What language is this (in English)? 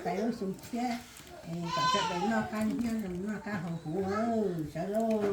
Hmong